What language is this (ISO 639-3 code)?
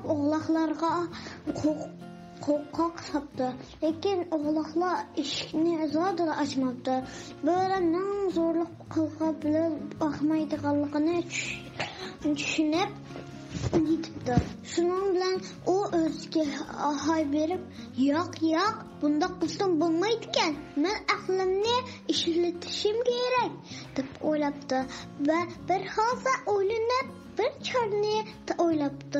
uig